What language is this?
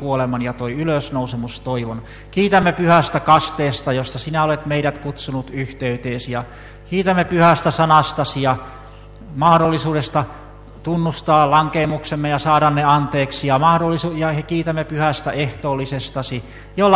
Finnish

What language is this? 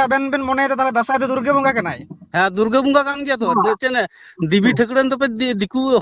Santali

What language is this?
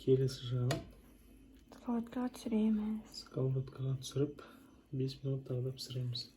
Kazakh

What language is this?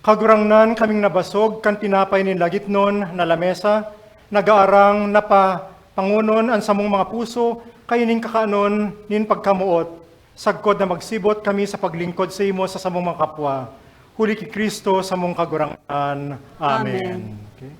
Bikol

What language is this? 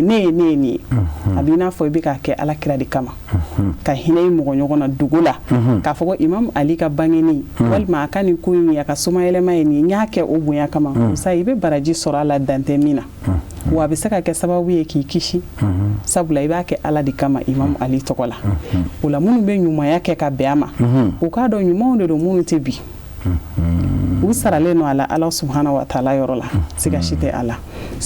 Bambara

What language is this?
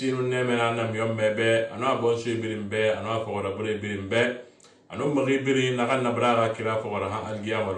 Susu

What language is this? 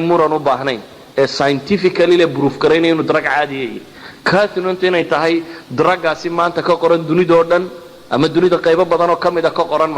Somali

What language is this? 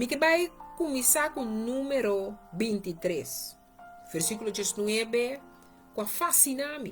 Papiamento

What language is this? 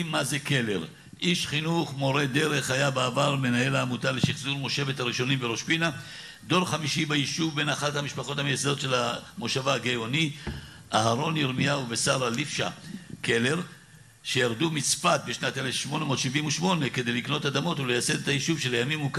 Hebrew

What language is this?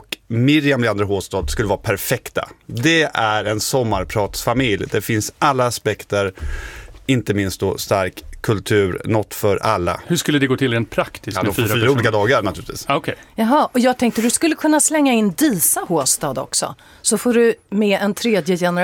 Swedish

